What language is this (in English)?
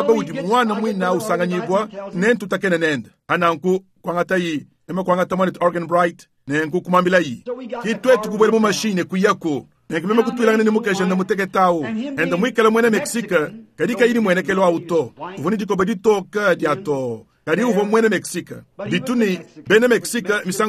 Luba-Lulua